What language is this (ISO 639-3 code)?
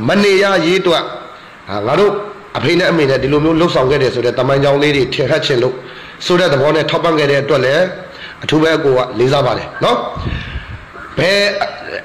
mya